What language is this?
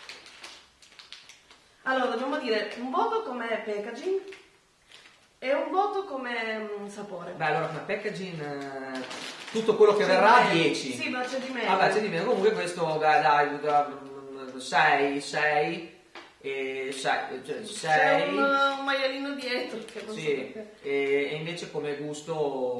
Italian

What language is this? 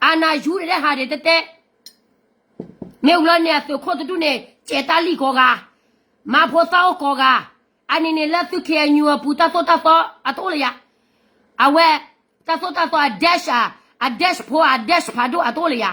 S'gaw Karen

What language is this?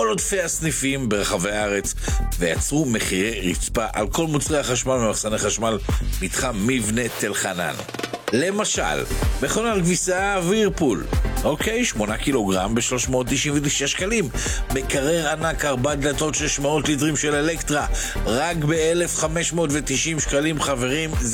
Hebrew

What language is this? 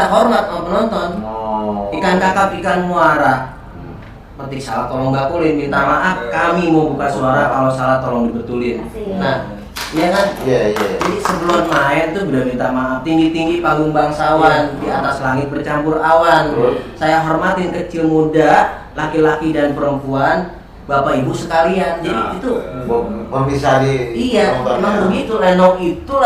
Betawi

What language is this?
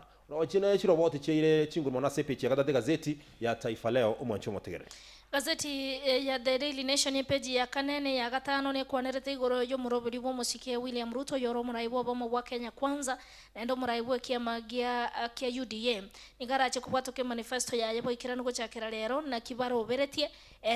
Gusii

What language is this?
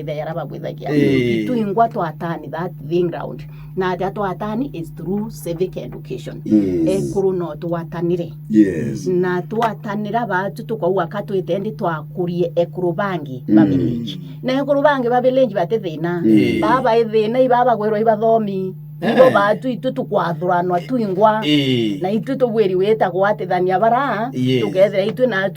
Meru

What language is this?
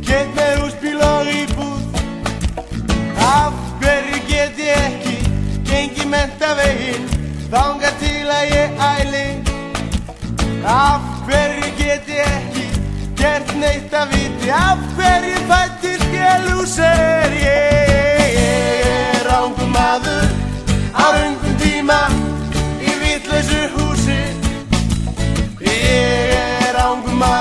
Icelandic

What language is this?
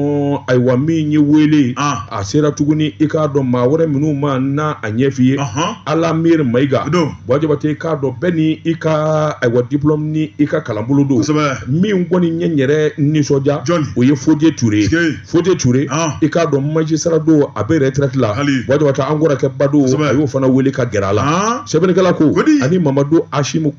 Bambara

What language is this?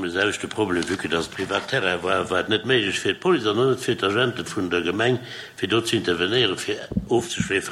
Luxembourgish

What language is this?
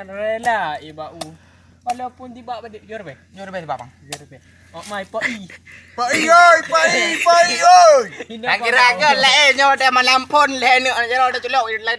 Achinese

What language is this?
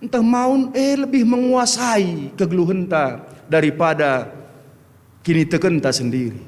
Batak Karo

